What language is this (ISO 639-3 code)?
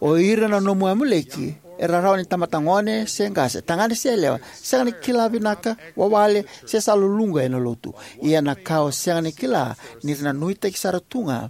fij